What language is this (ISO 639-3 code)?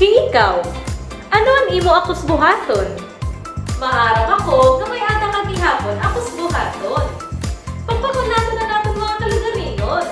war